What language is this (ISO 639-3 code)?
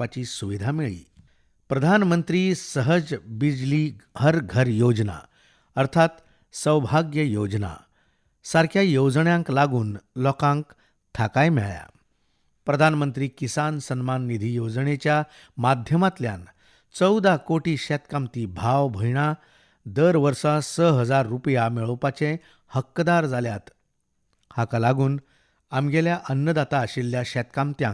kok